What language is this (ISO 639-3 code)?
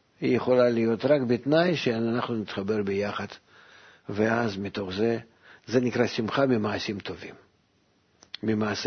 heb